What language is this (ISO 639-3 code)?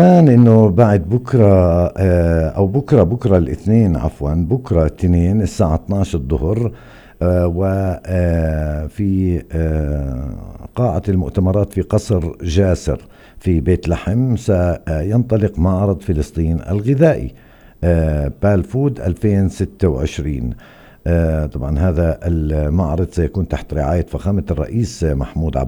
apc